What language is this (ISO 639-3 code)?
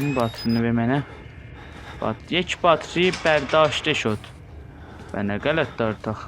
azb